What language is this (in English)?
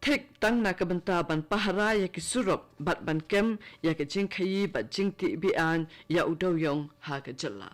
Khasi